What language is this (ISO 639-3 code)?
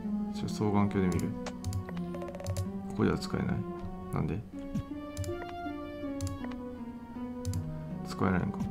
jpn